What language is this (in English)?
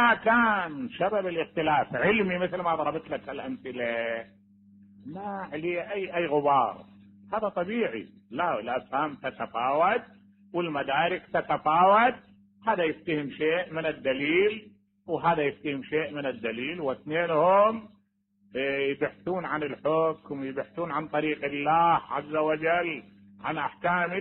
Mesopotamian Arabic